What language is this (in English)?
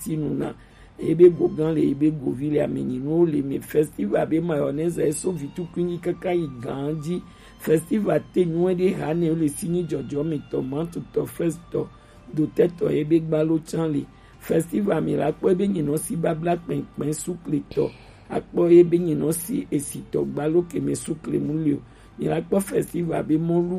Gen